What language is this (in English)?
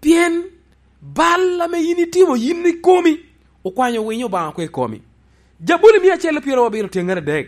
Lango (Uganda)